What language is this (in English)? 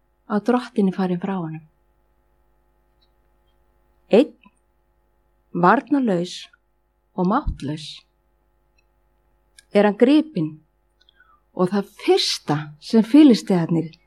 Icelandic